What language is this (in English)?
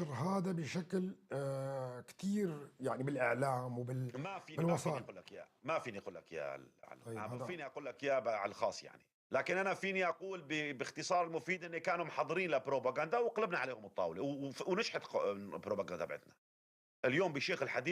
North Levantine Arabic